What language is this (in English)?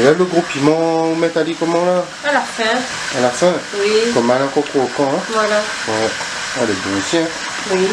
Réunion Creole French